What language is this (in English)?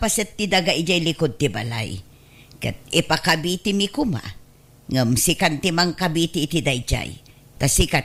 Iloko